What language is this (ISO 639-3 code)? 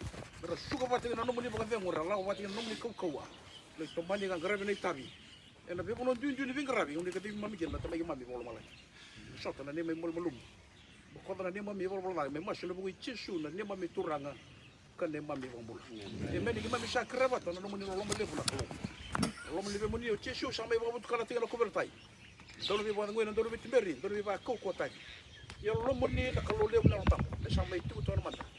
fij